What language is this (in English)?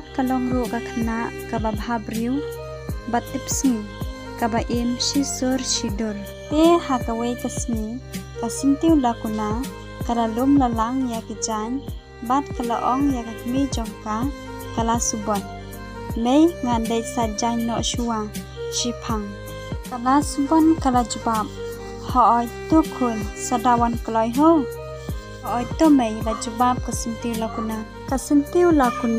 Khasi